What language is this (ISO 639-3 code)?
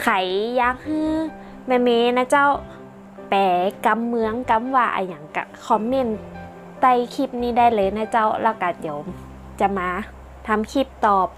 nod